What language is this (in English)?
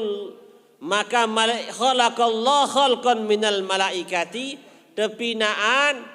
Sasak